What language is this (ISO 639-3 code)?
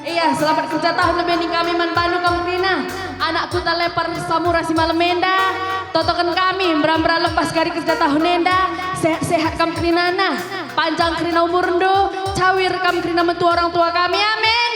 btx